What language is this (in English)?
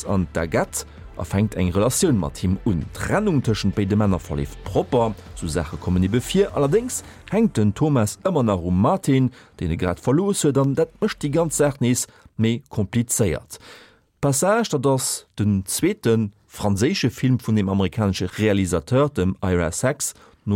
Luxembourgish